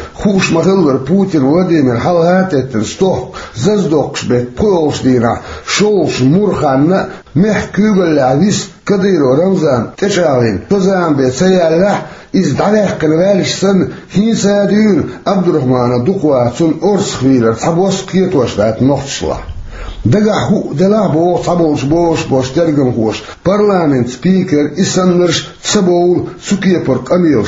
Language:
Chechen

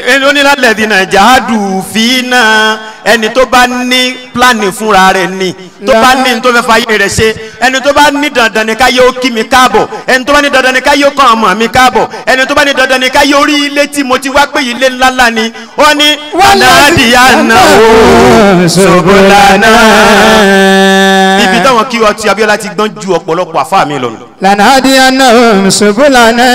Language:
Yoruba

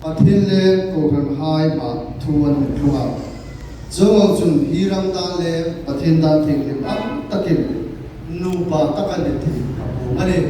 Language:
Hmar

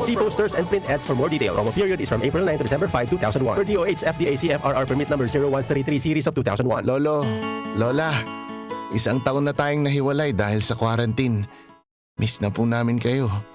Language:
Bikol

